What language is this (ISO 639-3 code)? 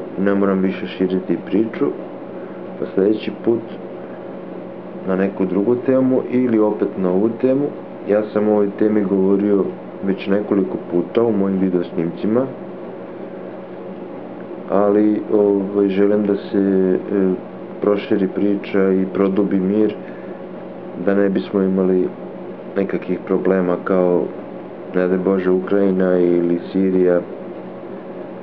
srp